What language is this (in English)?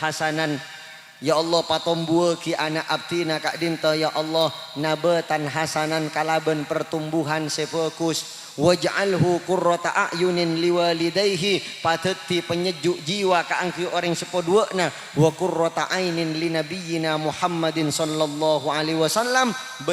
Madurese